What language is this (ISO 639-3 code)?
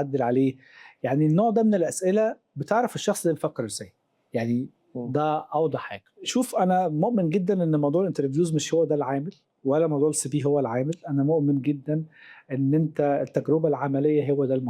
arz